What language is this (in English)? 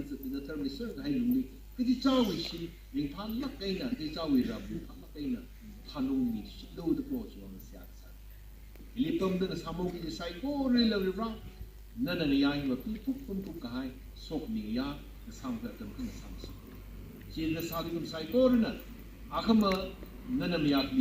Tangkhul Naga (India)